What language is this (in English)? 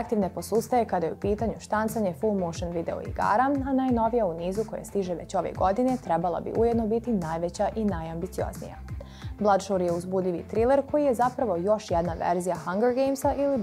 Bosnian